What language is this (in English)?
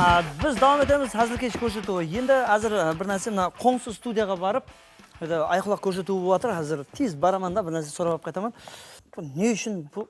Kara-Kalpak